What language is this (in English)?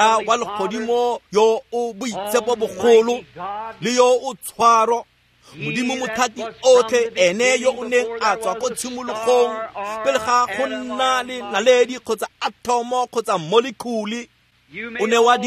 Tswana